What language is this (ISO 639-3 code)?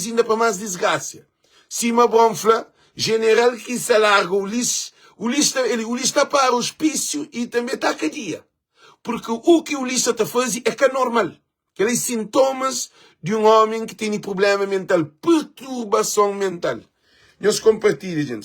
kea